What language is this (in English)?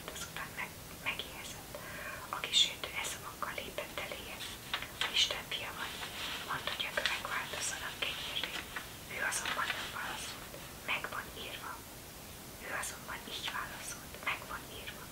Hungarian